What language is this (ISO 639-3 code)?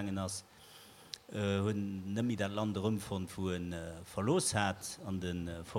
ltz